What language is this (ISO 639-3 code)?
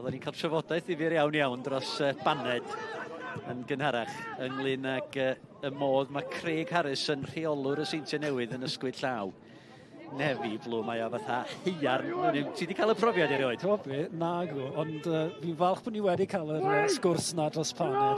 cym